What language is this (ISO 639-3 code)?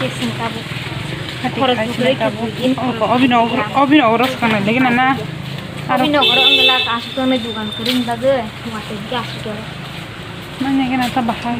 trp